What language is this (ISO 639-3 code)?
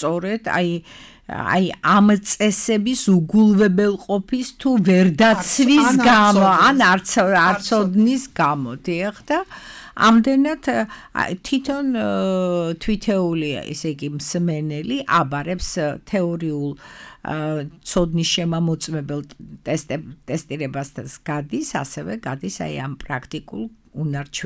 kat